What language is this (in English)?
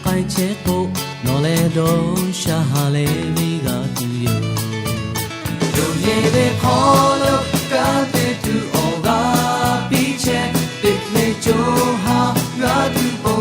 Lahu